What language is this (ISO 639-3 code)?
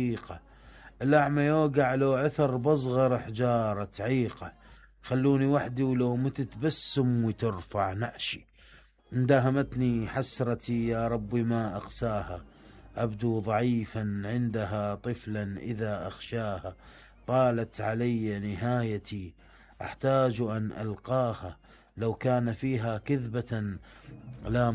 acm